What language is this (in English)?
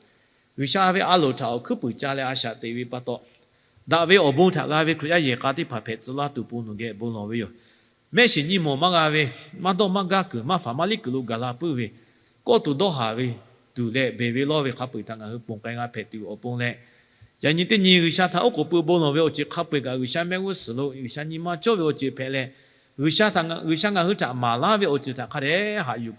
Lahu